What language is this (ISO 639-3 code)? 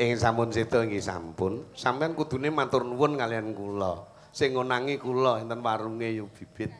jav